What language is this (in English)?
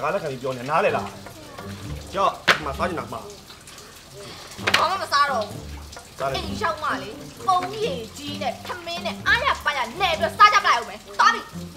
Burmese